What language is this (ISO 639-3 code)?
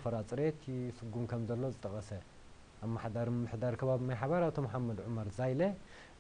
tir